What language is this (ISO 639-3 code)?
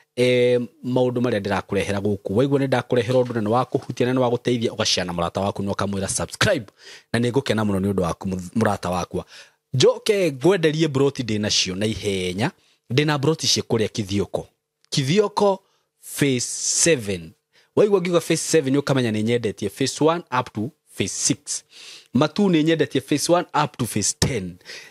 kik